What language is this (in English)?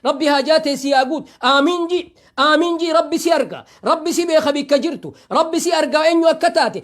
Oromo